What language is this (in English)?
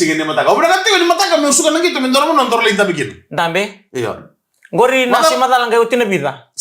Fijian